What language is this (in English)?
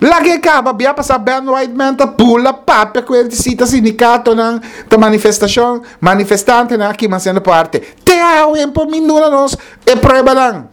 Papiamento